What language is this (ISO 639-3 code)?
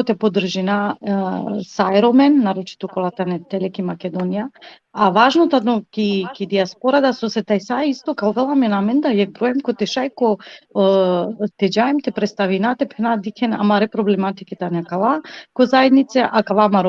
rmn